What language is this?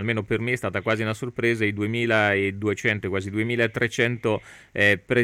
Italian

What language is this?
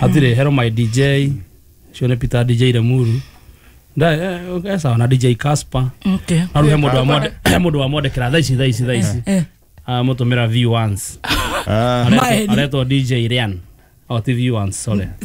Kikuyu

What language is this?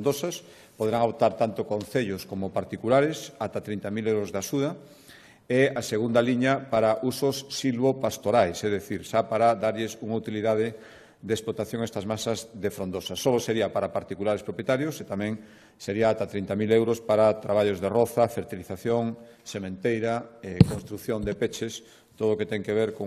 Galician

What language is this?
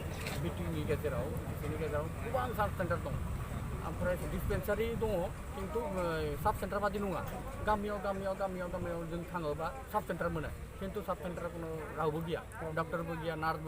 Bodo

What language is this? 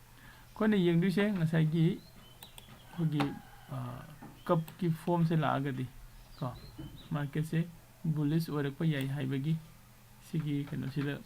Manipuri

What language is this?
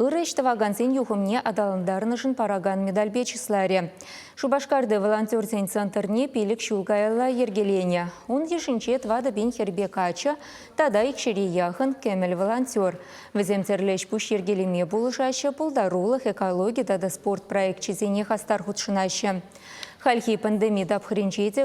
Chuvash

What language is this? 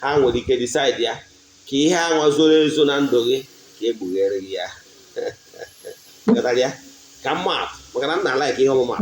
Igbo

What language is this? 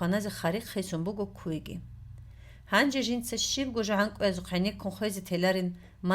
Avaric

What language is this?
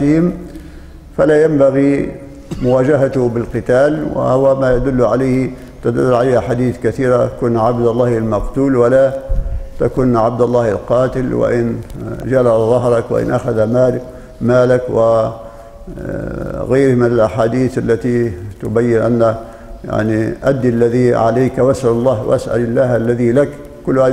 Arabic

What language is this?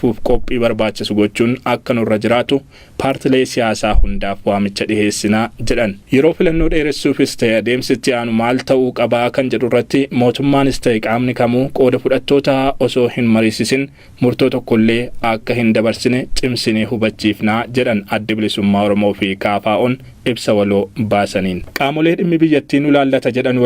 Oromo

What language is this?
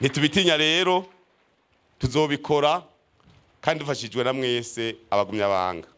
Rundi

